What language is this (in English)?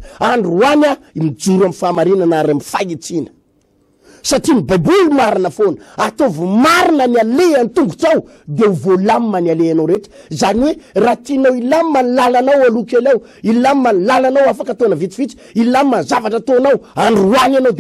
Malagasy